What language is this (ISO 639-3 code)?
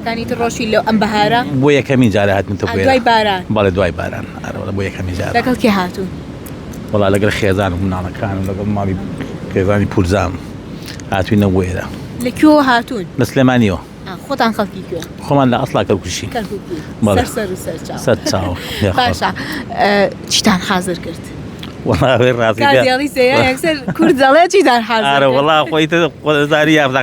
ckb